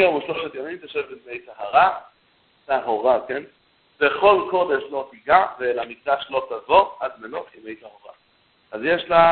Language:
Hebrew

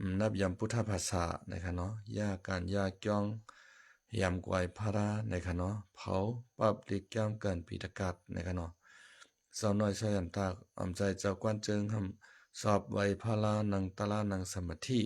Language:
Shan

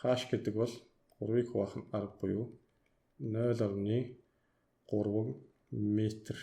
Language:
Mongolian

